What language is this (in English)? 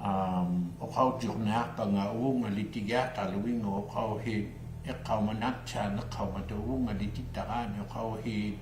Inuktitut